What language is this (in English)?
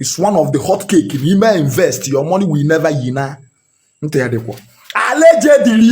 Igbo